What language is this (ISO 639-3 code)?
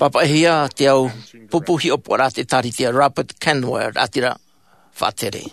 tah